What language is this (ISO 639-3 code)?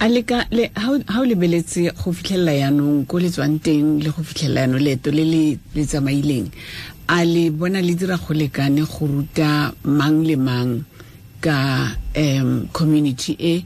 tsn